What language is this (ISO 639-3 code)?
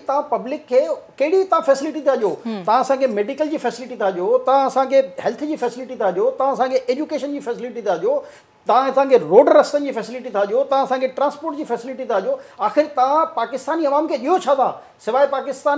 snd